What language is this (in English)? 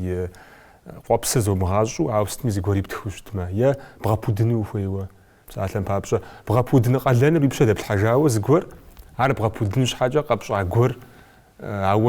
Kabardian